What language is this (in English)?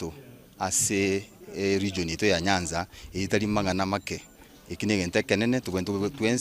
Gusii